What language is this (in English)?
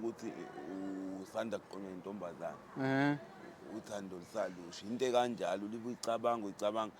Zulu